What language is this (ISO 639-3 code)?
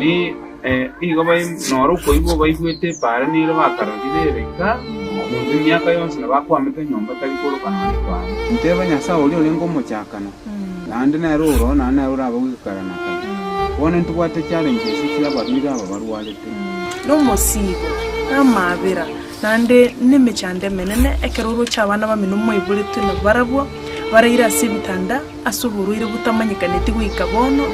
guz